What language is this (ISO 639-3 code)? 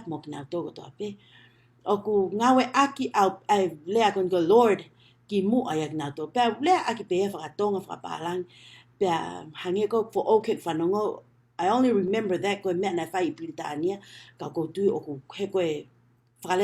ton